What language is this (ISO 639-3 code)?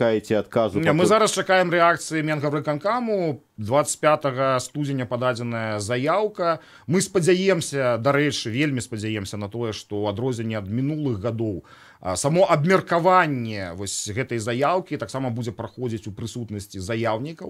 bel